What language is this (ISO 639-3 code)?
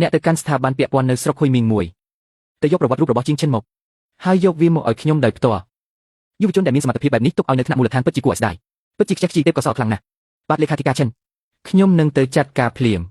khm